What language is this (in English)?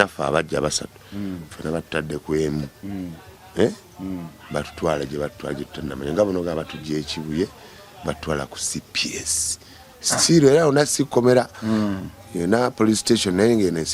Ganda